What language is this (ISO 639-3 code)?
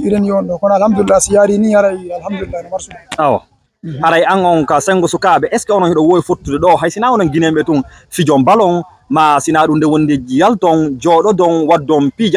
ful